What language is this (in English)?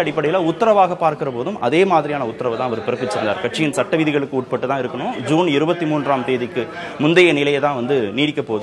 Tamil